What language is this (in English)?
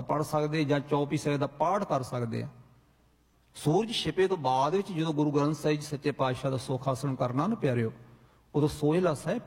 Punjabi